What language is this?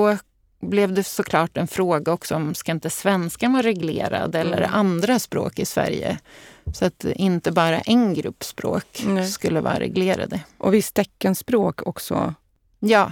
Swedish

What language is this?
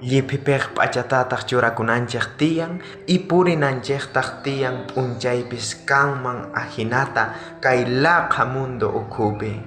South Bolivian Quechua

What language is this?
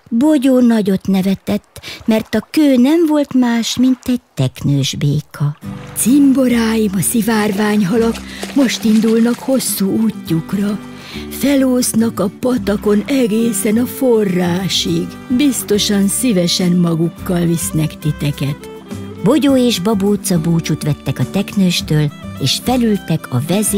Hungarian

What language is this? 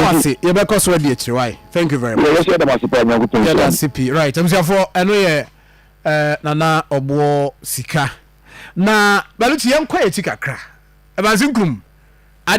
Akan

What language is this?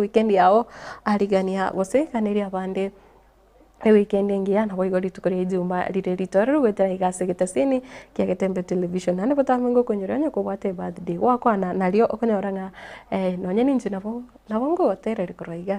Gusii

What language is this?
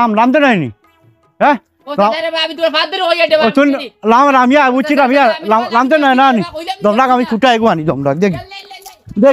Sylheti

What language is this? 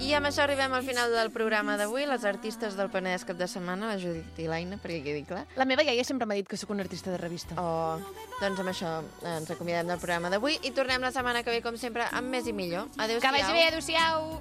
Catalan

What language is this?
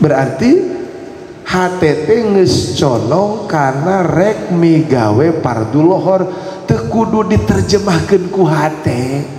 Sundanese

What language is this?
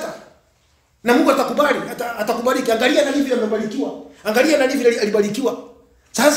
Swahili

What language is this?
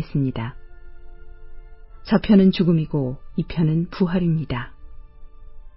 Korean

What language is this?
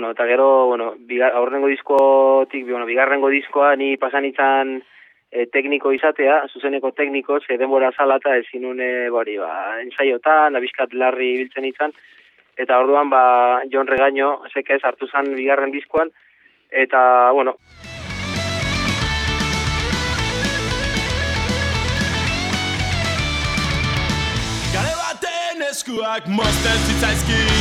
Basque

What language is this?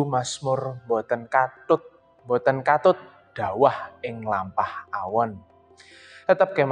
Javanese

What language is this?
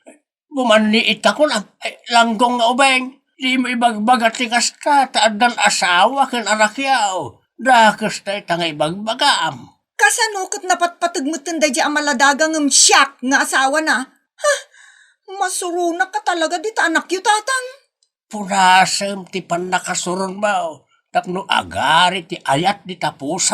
Iloko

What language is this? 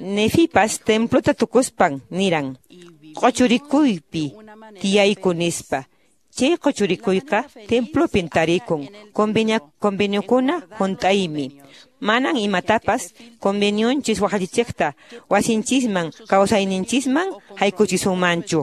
Quechua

